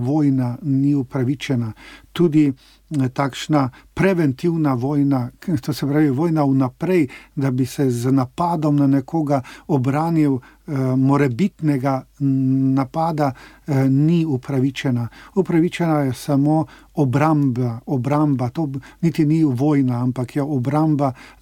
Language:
Slovenian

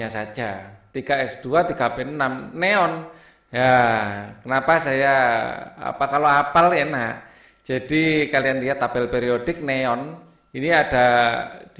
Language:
Indonesian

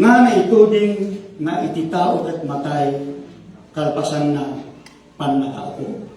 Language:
Iloko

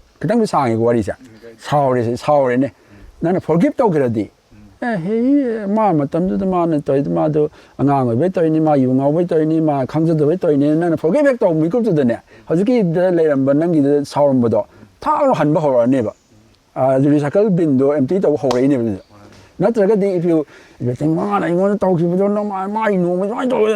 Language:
Manipuri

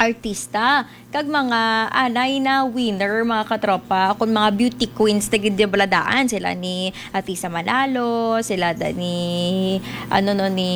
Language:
Hiligaynon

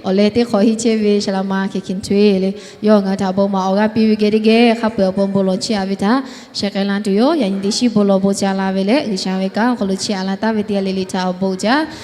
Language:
Lahu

